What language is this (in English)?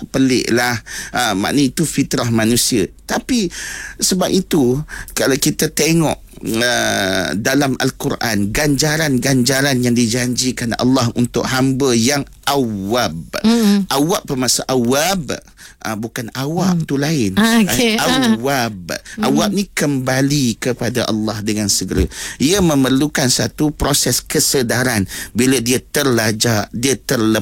Malay